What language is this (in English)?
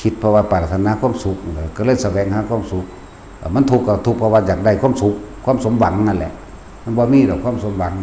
Northeastern Thai